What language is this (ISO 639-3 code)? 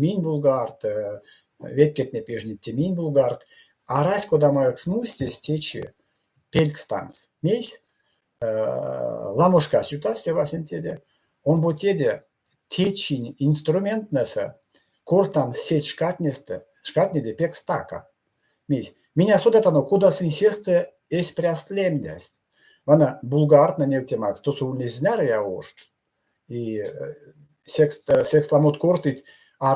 myv